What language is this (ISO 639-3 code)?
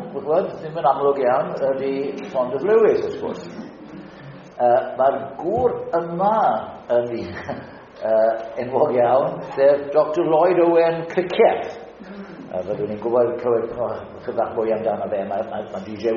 cym